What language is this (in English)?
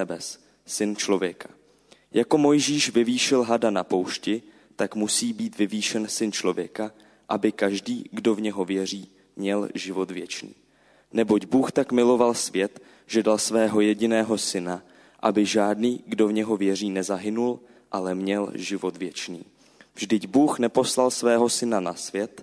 Czech